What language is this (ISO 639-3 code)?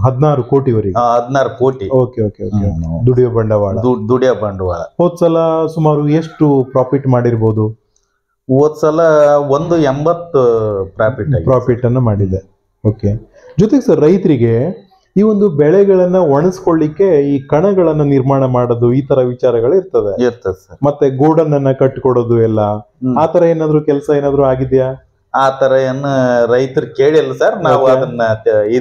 kan